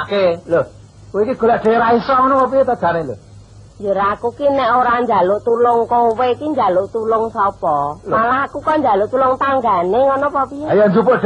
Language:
Javanese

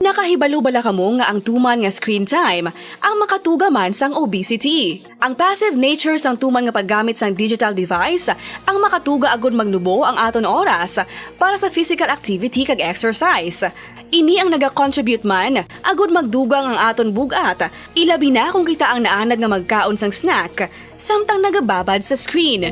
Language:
Hiligaynon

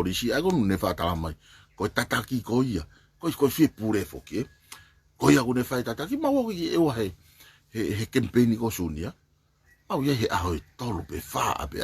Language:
Tongan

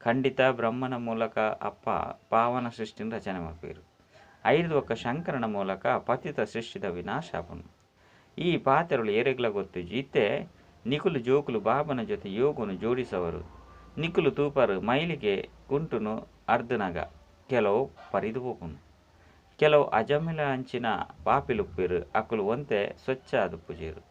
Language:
Tulu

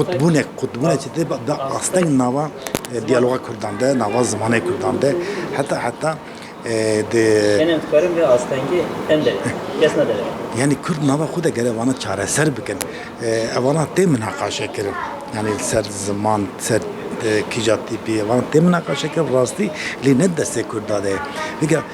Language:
Kurdish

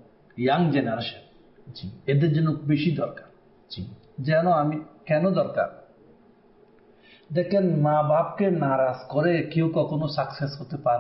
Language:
Bangla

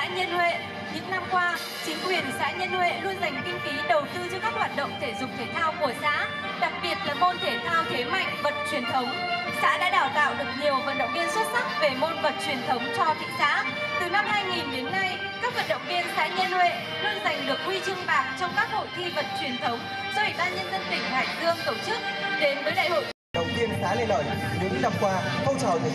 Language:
Vietnamese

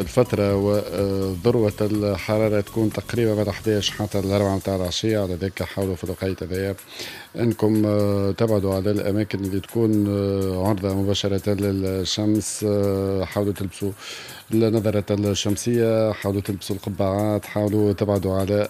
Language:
Tunisian Arabic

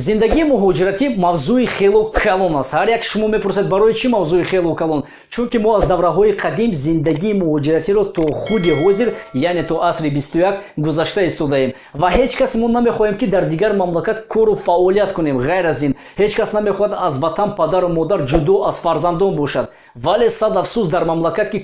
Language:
Tajik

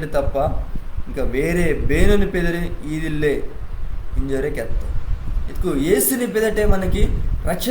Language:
Koya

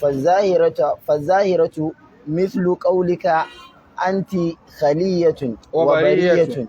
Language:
Hausa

